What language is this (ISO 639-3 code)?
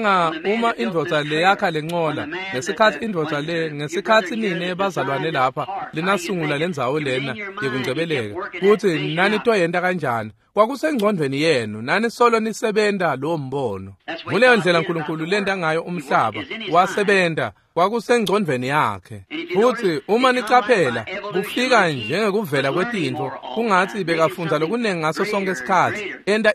ssw